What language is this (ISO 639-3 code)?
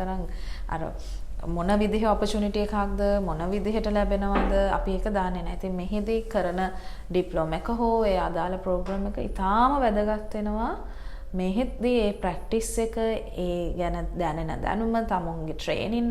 sin